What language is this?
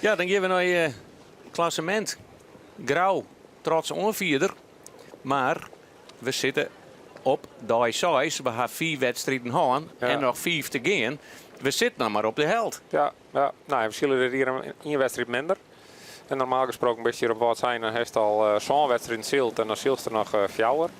Western Frisian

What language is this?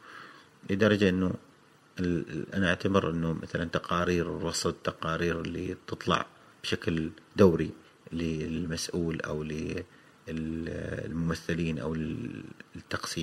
Gulf Arabic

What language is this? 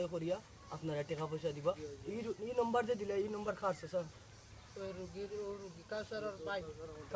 Sylheti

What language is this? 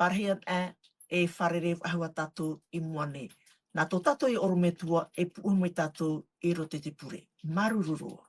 Tahitian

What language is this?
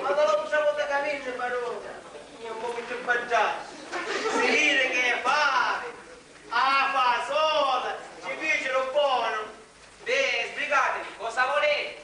Sicilian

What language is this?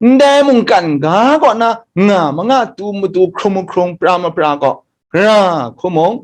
Kachin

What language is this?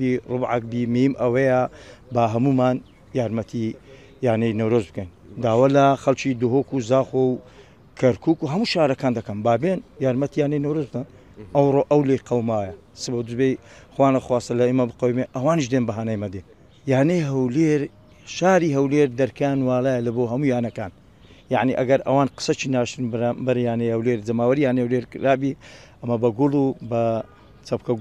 Central Kurdish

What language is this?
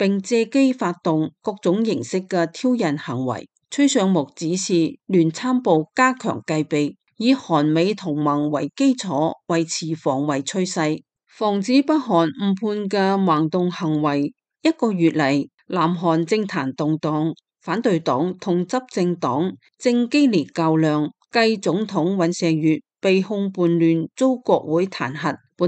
Cantonese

